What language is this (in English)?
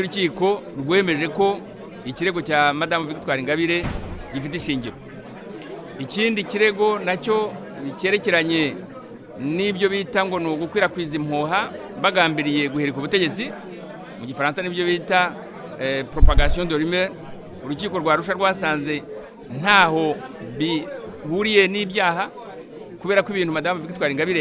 Kinyarwanda